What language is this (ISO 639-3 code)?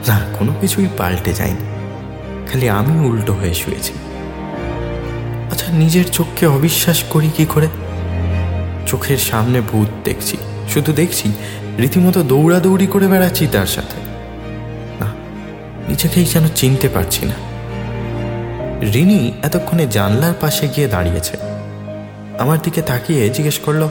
ben